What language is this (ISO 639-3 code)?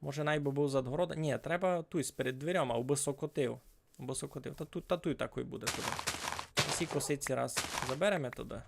rue